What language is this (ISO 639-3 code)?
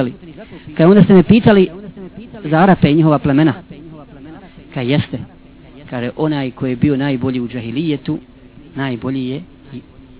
bos